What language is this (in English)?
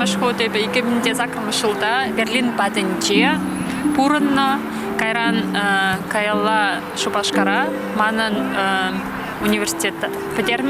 Chuvash